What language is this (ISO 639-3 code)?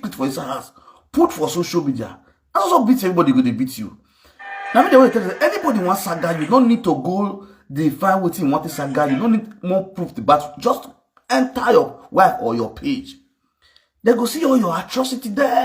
pcm